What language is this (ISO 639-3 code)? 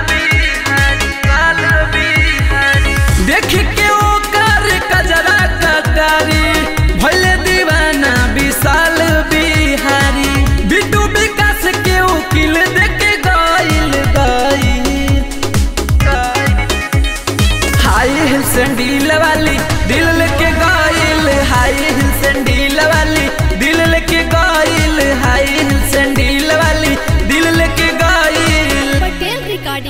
bho